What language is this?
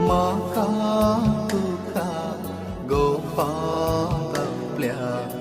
Konkani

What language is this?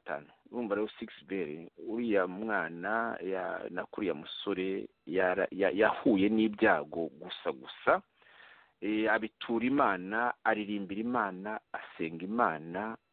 Kinyarwanda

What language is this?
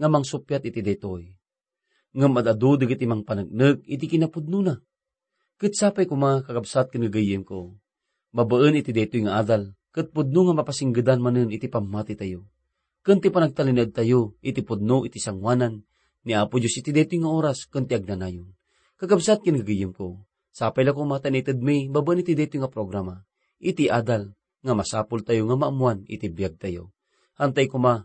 Iloko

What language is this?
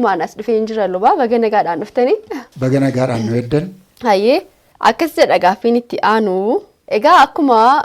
Oromo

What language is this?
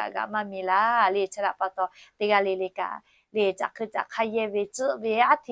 Lahu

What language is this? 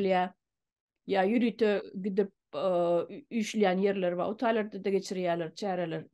Turkmen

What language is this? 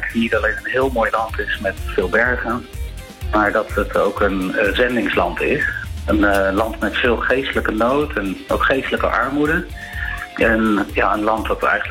Dutch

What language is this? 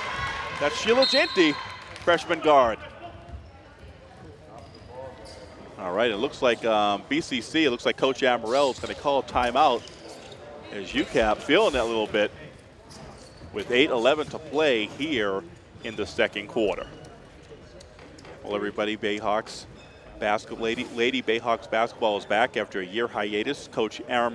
English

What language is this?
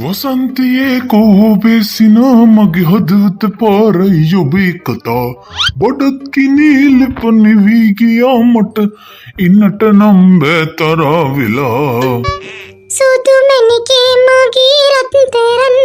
Sinhala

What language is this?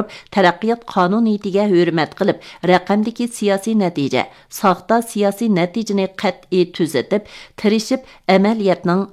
Uyghur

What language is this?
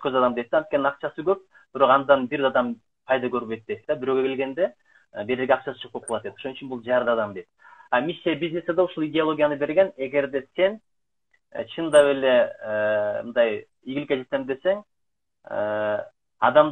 Kyrgyz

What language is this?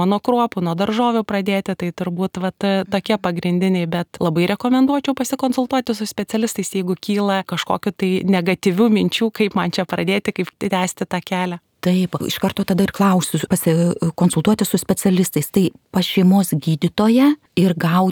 Lithuanian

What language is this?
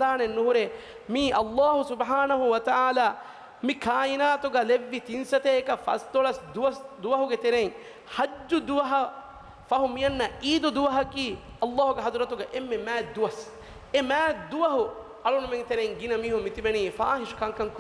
Divehi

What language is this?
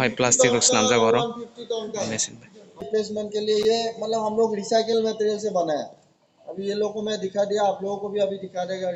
Kok Borok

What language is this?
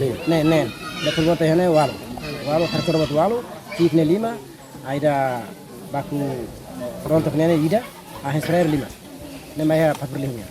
Tetum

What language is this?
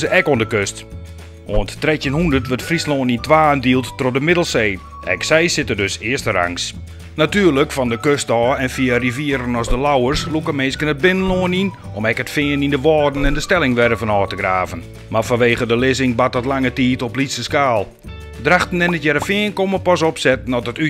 Western Frisian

